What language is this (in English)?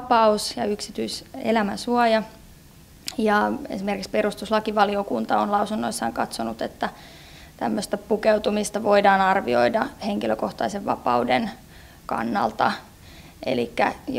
Finnish